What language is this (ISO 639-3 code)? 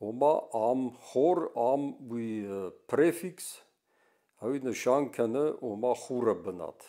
oss